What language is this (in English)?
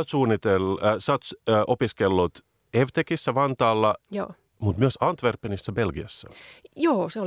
Finnish